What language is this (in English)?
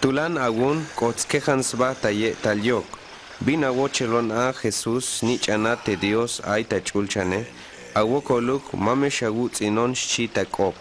Tzeltal